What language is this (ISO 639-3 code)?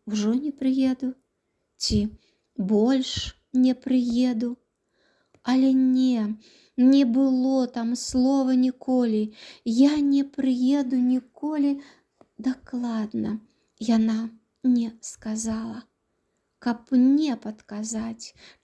bel